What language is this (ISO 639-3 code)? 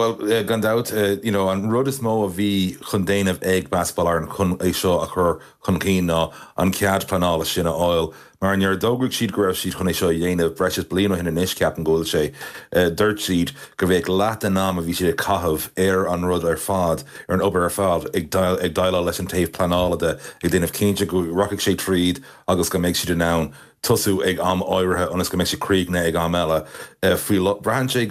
gle